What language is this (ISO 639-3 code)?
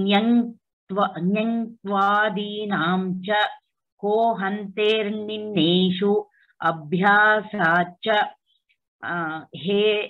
san